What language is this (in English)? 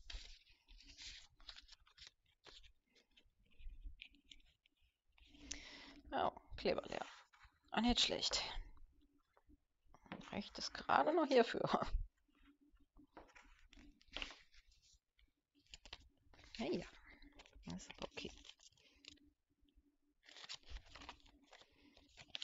German